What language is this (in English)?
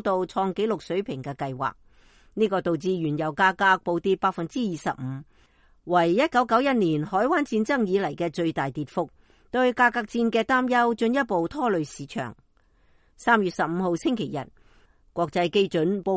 Cantonese